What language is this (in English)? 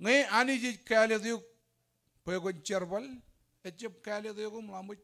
Marshallese